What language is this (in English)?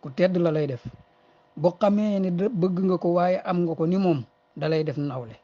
Wolof